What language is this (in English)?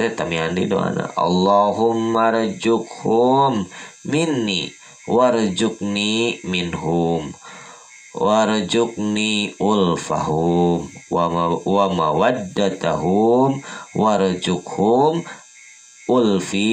Sundanese